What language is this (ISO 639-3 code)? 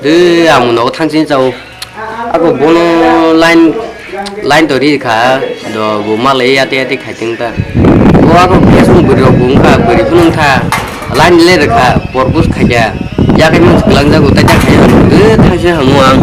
trp